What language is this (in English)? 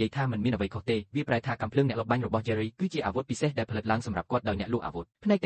Khmer